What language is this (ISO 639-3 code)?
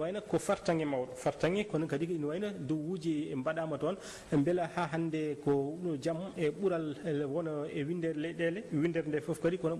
ful